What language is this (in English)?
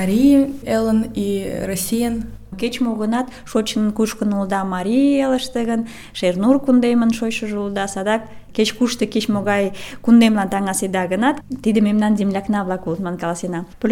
Mari